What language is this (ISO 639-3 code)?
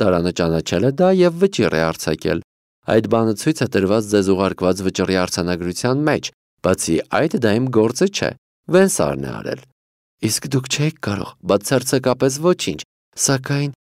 hye